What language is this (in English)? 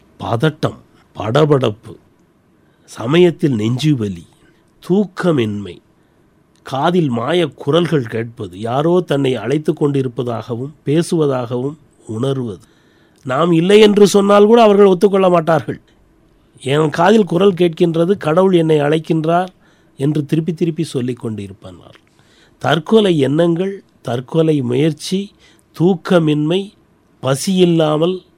Tamil